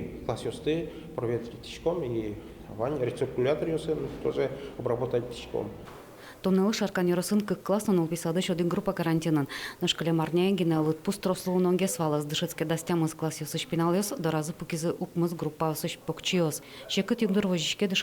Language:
Udmurt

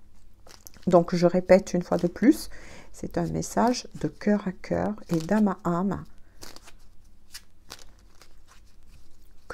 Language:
French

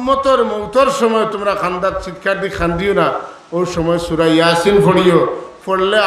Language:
Sylheti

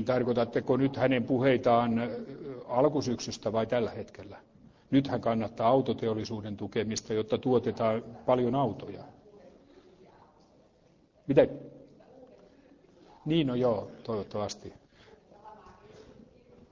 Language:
Finnish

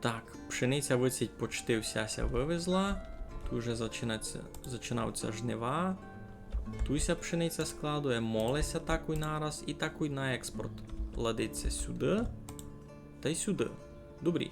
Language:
Rusyn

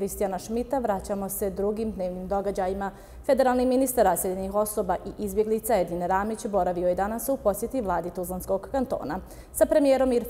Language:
Bosnian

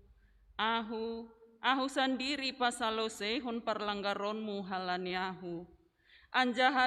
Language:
Batak Simalungun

